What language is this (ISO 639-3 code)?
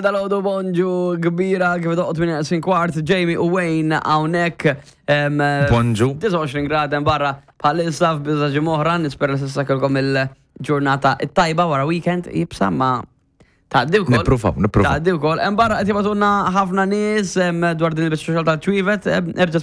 mlt